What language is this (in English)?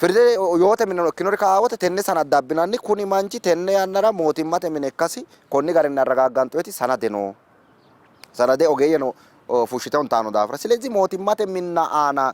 Sidamo